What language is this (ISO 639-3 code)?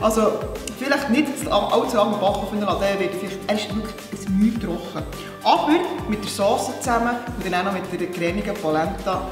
gsw